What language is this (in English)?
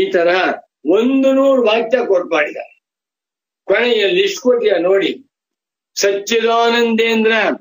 Kannada